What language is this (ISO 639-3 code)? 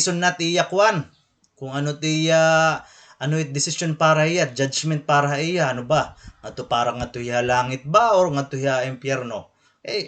war